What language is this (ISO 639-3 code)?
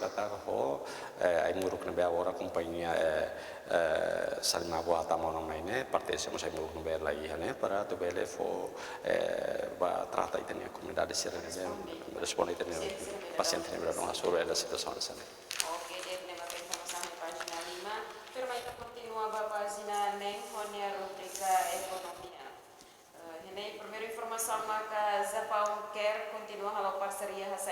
tet